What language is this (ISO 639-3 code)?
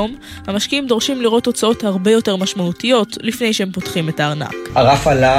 heb